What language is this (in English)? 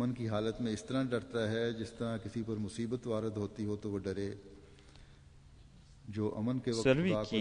French